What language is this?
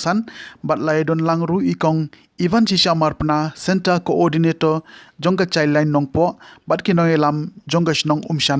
Khasi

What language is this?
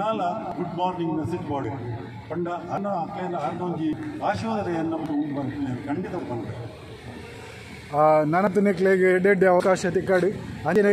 Tulu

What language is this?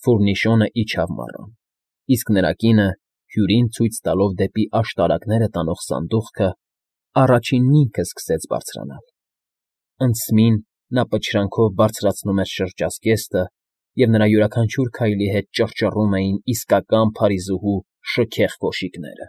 Armenian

